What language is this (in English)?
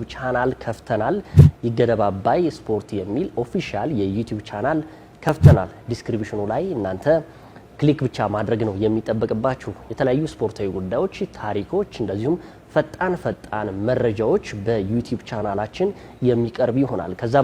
Amharic